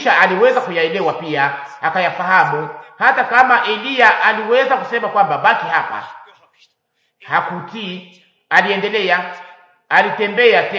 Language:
Swahili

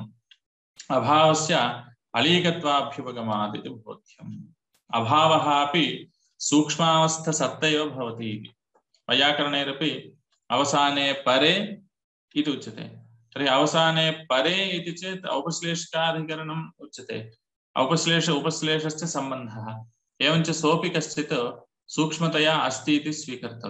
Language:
Sanskrit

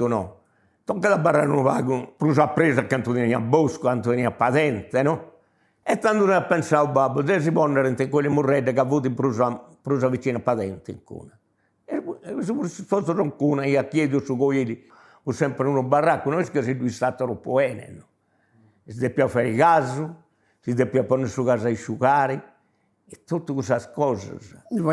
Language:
Sardinian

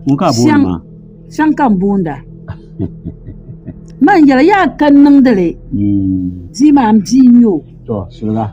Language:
Dagbani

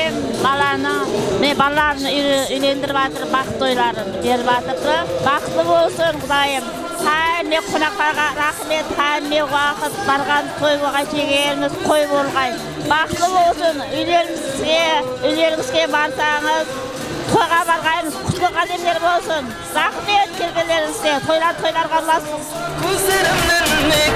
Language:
Kara-Kalpak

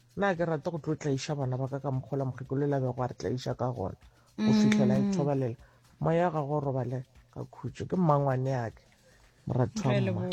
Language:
Northern Sotho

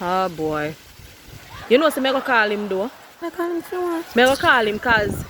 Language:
Jamaican Creole English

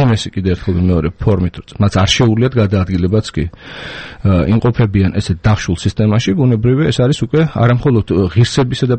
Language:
Georgian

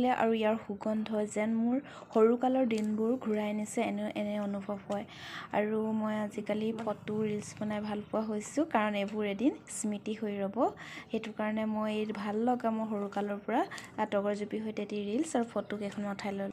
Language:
Assamese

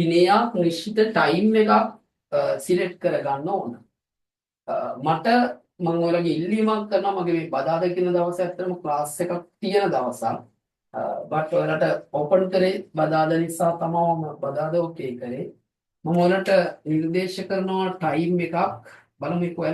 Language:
Sinhala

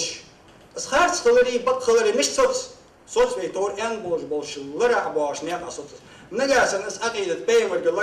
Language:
Ingush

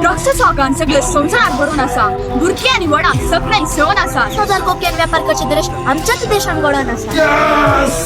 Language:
Konkani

